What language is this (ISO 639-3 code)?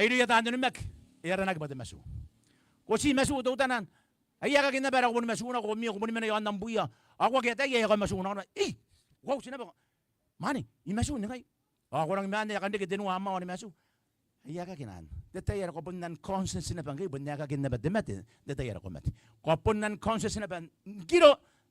gil